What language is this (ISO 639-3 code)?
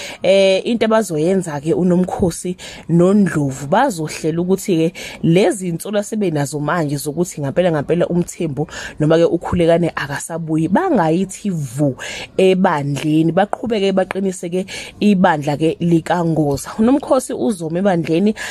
zul